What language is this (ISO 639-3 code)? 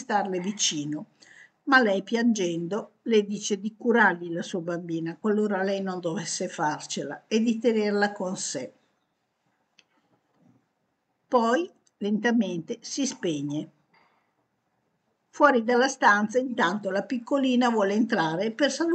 ita